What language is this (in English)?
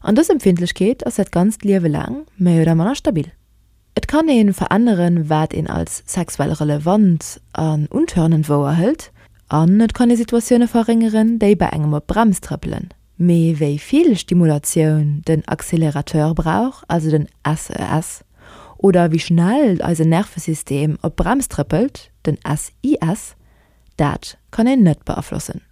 Luxembourgish